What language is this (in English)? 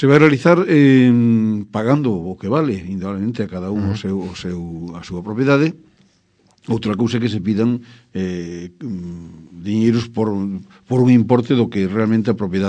Galician